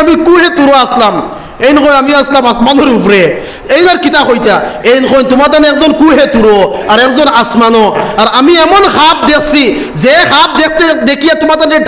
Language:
Sylheti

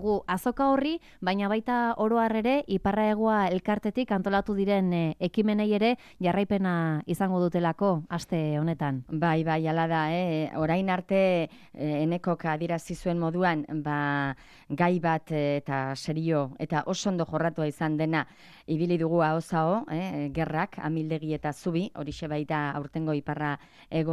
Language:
Basque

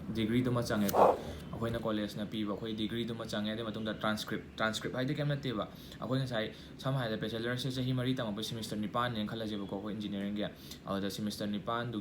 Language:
Manipuri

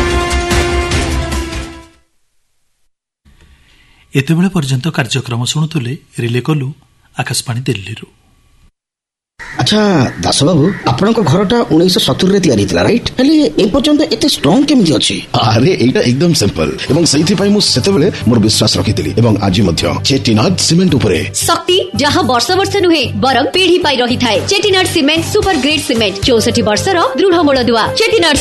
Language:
Odia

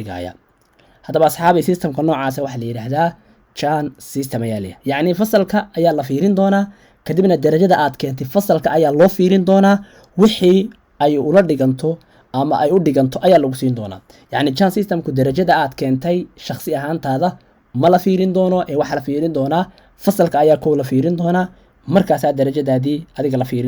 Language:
Somali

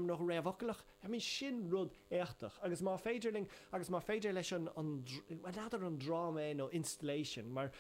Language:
Irish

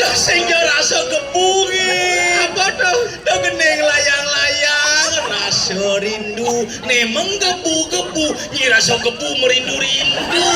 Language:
Balinese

